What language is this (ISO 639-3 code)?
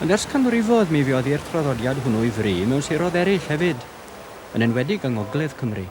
cym